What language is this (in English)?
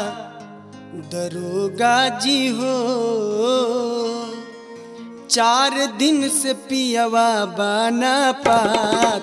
Bhojpuri